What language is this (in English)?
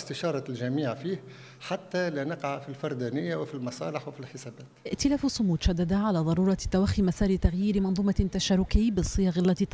Tunisian Arabic